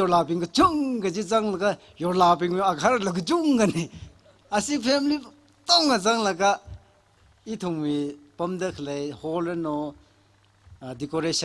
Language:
Tangkhul Naga (India)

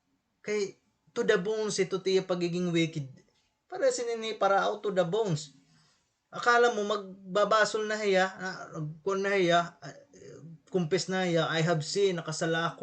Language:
Waray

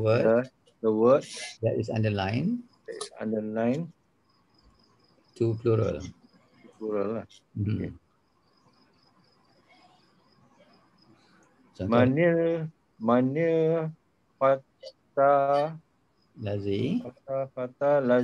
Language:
Malay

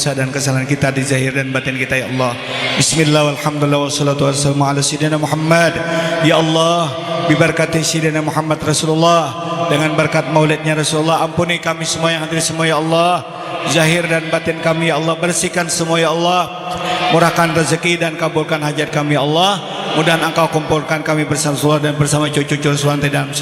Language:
Banjar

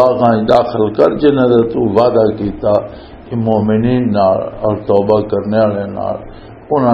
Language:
Western Panjabi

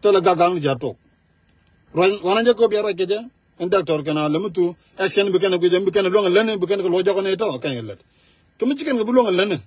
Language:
Nuer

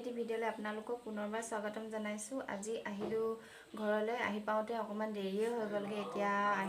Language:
Assamese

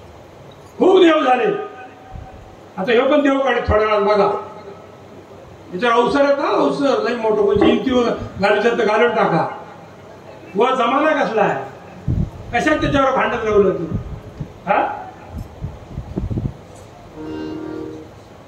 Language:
Marathi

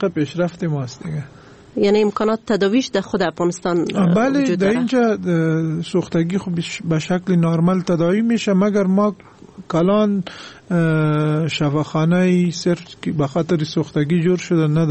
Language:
Persian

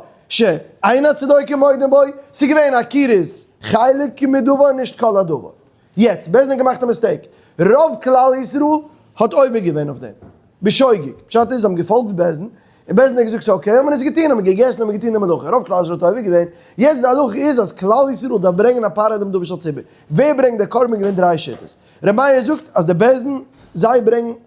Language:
Yiddish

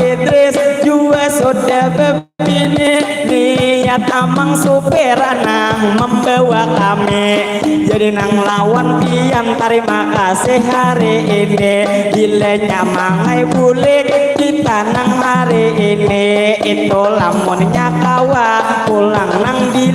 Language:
Banjar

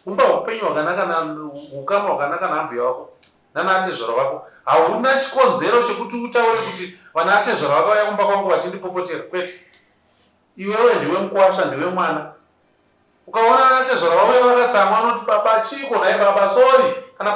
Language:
Shona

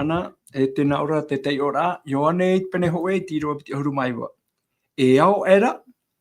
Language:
Tahitian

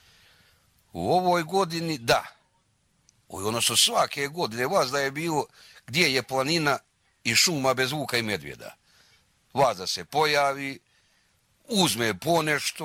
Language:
Bosnian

